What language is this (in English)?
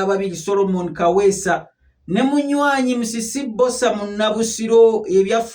Ganda